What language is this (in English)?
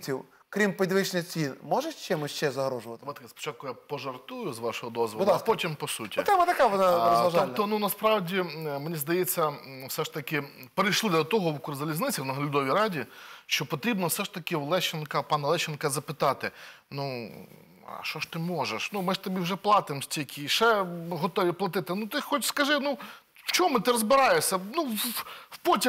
Ukrainian